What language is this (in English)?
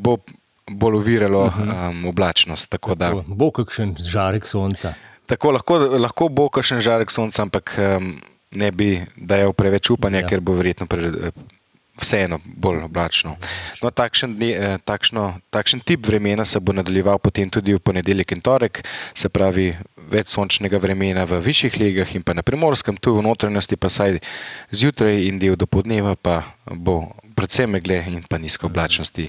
Slovenian